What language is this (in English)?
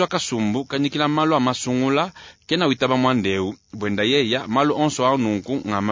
Luba-Lulua